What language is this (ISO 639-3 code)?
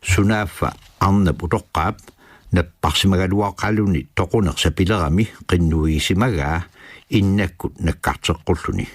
kal